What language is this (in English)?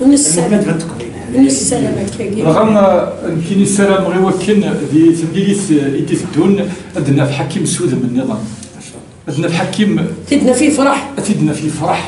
Kabyle